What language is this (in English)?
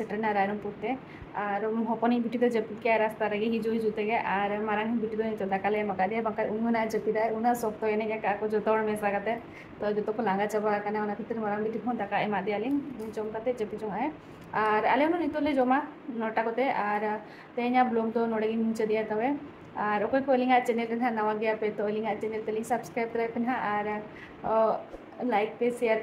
Santali